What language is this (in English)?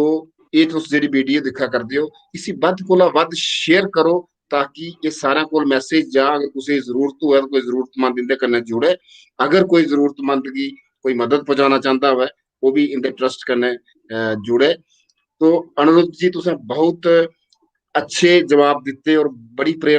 Dogri